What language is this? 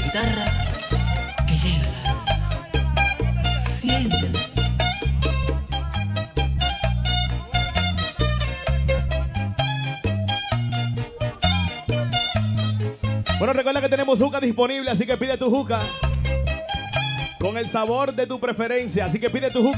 Spanish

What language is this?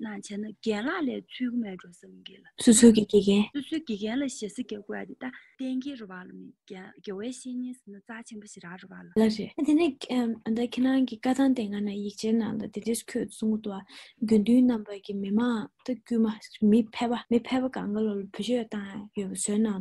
Tibetan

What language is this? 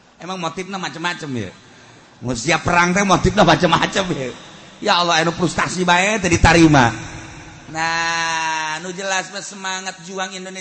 Sundanese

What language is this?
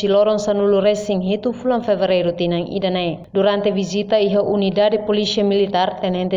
Tetum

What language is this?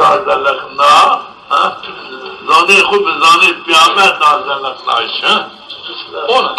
Zaza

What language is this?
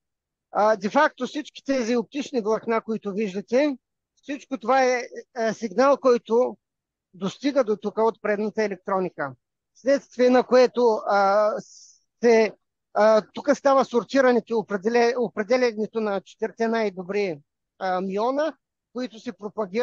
Bulgarian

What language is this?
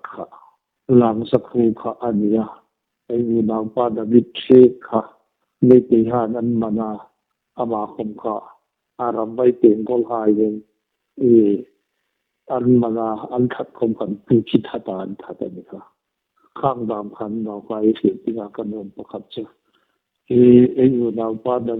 Hmar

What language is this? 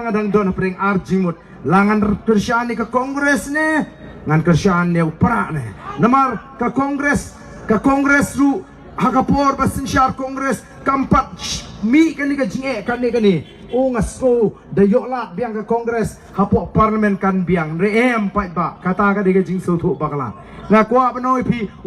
Khasi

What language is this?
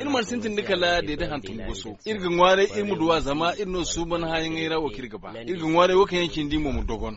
Zarma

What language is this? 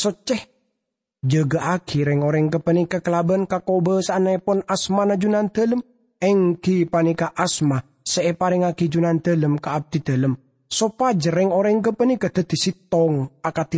Madurese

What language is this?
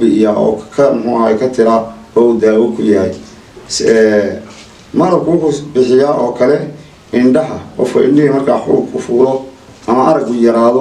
Somali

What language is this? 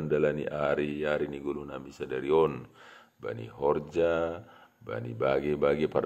Batak Simalungun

